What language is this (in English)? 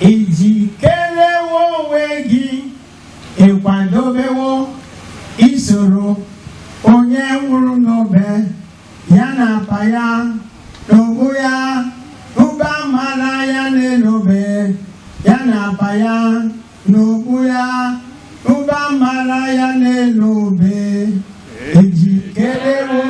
Igbo